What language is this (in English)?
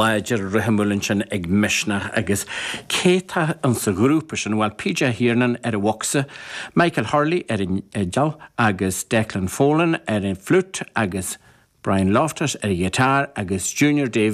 Irish